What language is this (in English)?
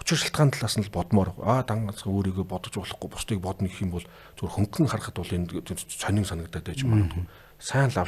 Mongolian